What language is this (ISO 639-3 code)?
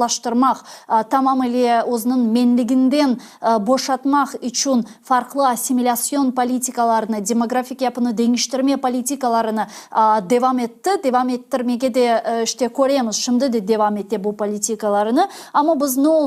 crh